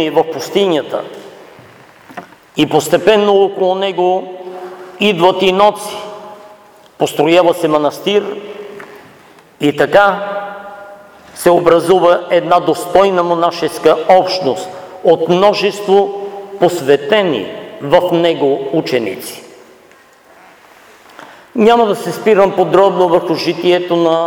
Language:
Bulgarian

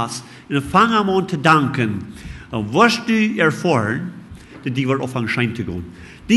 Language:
Plautdietsch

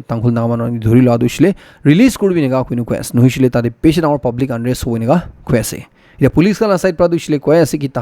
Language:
Naga Pidgin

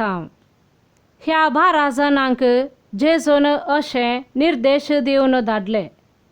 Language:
Konkani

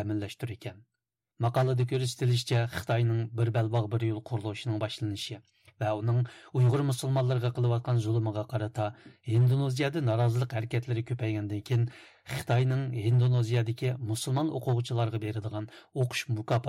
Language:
Uyghur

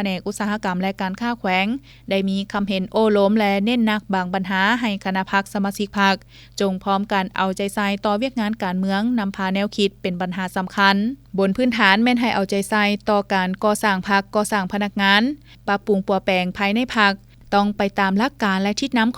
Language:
Lao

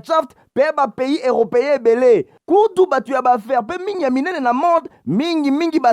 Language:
Lingala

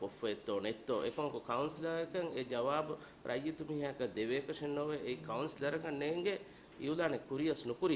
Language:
Divehi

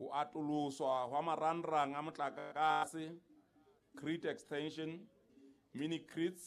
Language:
Southern Sotho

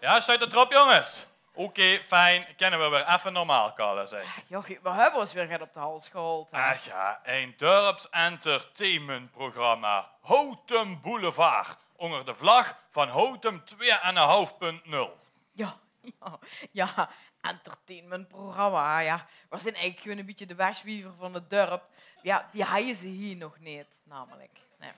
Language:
Limburgish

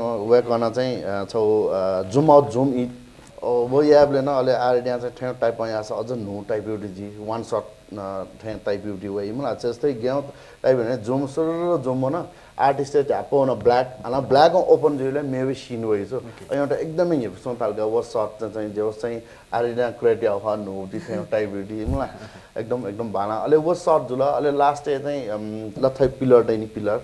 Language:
Newari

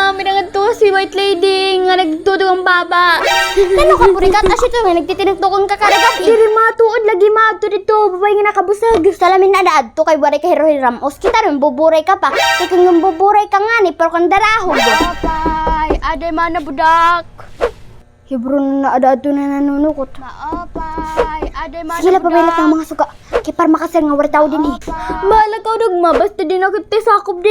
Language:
Waray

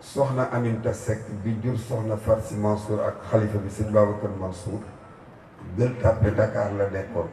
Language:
Wolof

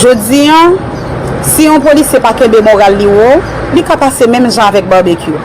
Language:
Haitian Creole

